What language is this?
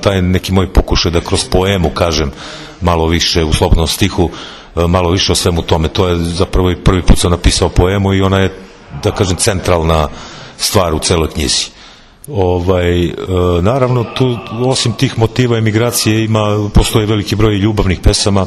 Serbian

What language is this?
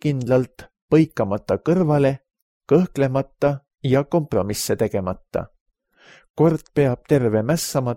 Estonian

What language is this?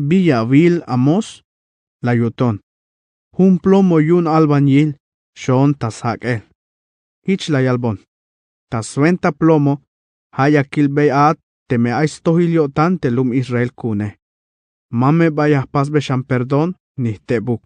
Tzeltal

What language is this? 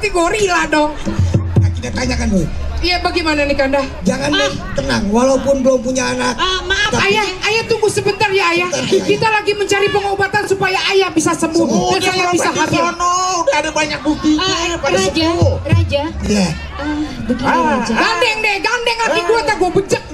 Betawi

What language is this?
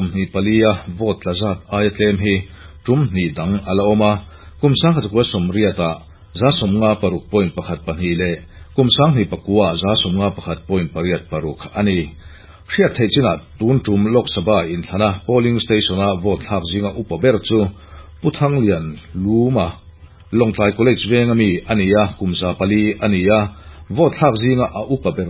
Mizo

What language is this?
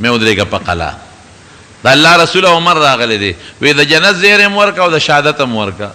Pashto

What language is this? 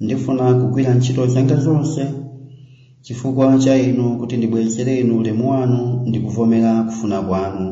Nyanja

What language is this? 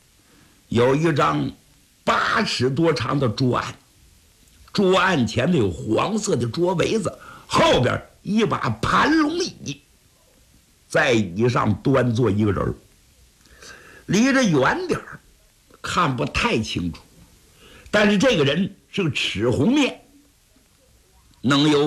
Chinese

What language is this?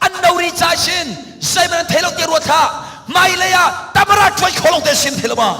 Hakha Chin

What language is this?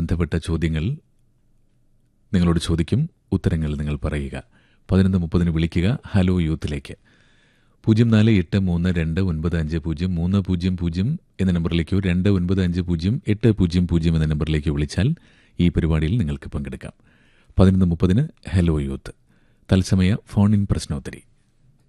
Malayalam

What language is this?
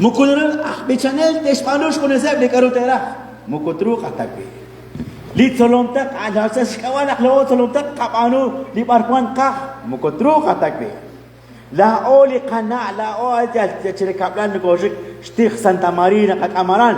Kekchí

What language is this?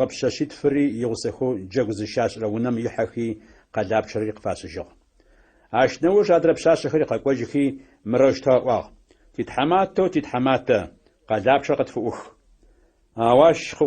Adyghe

